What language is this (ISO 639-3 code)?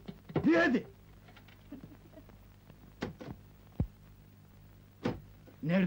tur